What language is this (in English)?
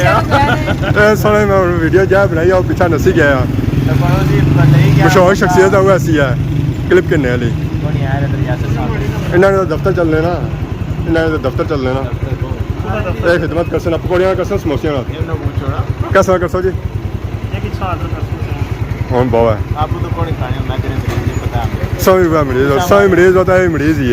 Pahari-Potwari